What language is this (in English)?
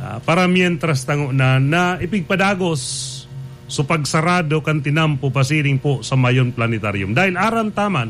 Bikol